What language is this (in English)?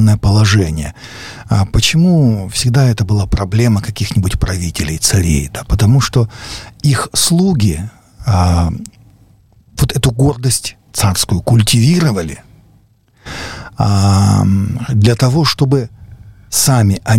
Russian